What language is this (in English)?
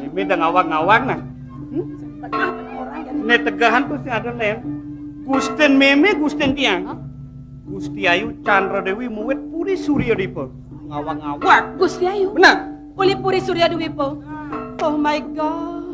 Balinese